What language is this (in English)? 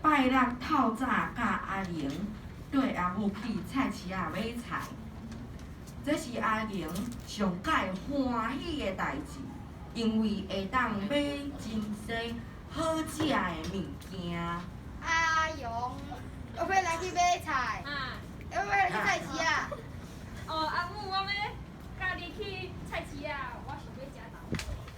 Min Nan Chinese